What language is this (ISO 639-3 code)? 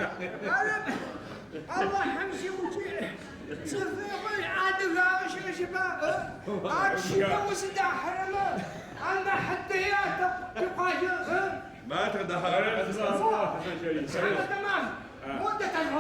ady